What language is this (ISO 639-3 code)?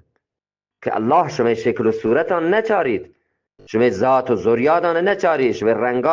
bgp